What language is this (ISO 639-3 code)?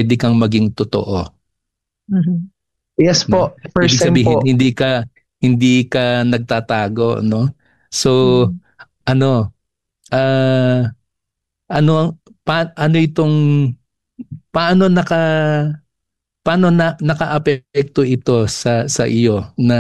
fil